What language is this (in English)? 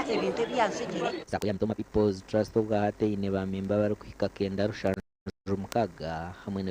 Nyankole